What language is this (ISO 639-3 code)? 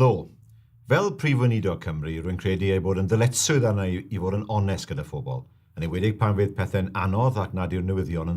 cym